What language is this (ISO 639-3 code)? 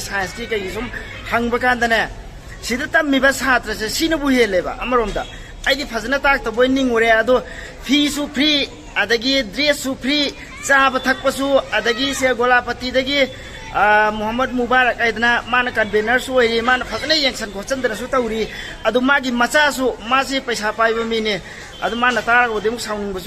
mni